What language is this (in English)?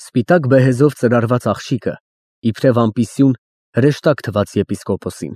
Armenian